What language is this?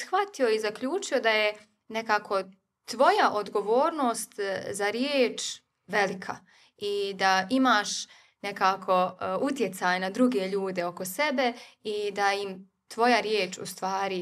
Bosnian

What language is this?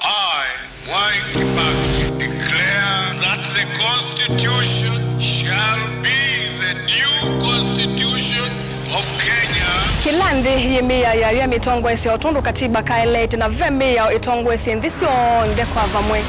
Kamba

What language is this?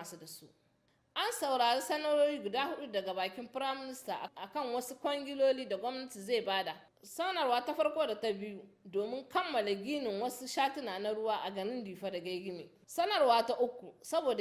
Hausa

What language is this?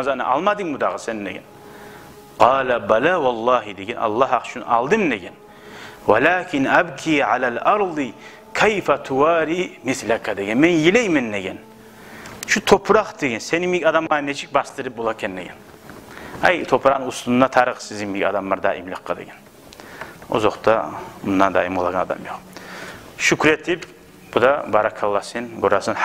Kumyk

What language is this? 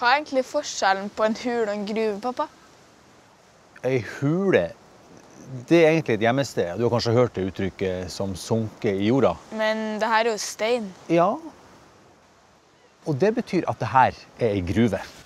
Norwegian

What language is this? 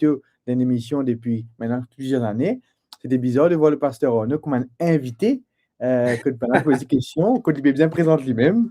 Morisyen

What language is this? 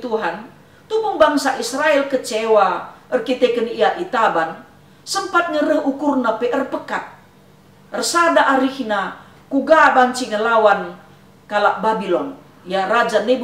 Batak Karo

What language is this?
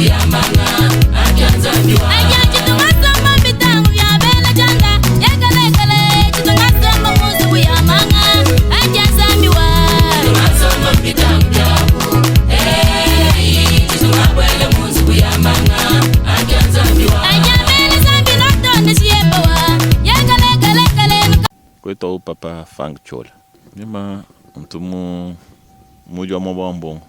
Luba-Lulua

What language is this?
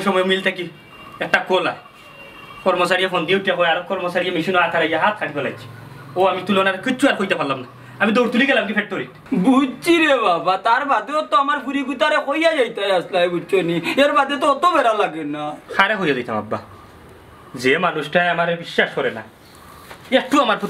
Sylheti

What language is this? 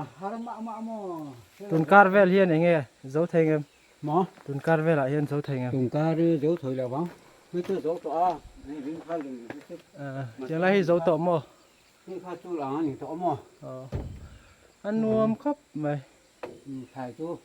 Hmar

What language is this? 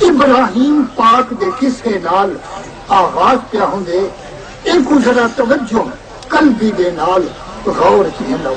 Saraiki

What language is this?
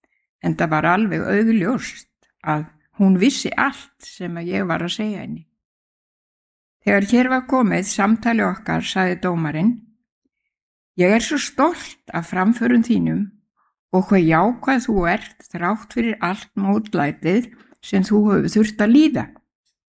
Icelandic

